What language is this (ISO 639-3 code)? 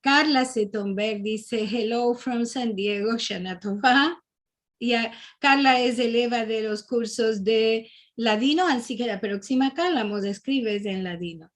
lad